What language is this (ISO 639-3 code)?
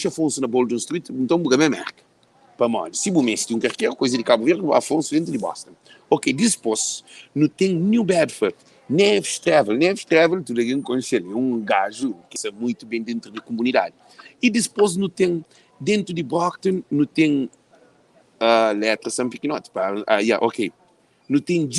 kea